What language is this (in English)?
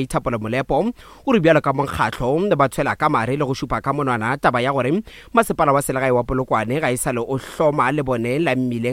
Northern Sotho